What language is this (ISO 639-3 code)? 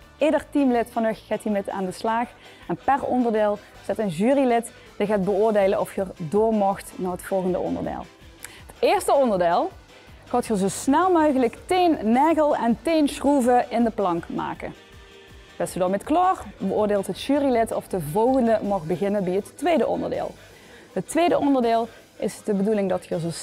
lim